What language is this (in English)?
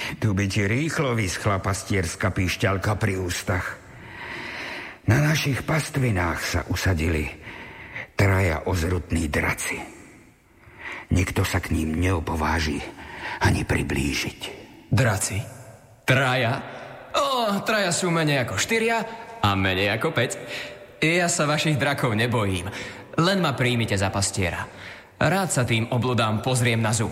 Slovak